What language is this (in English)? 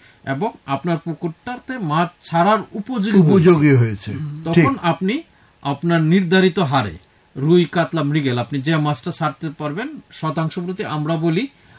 Bangla